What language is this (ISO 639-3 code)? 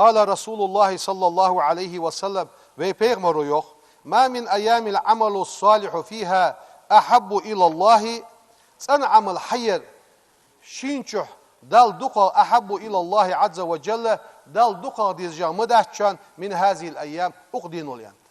inh